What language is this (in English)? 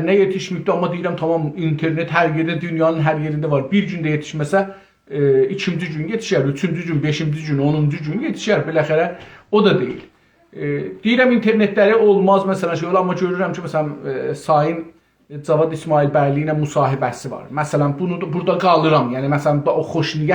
South Azerbaijani